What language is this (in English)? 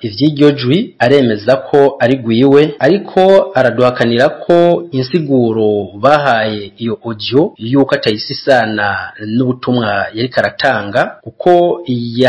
Rundi